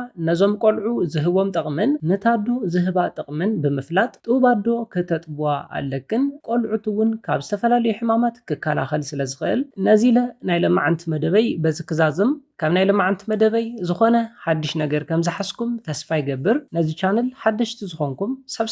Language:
Tigrinya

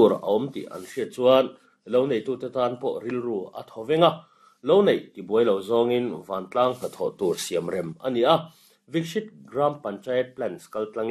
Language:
Mizo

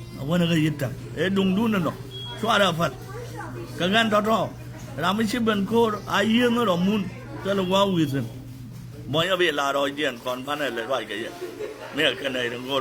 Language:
Nuer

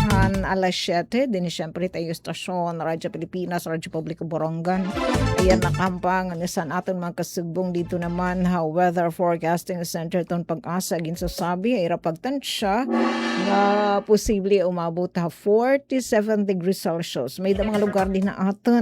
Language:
Waray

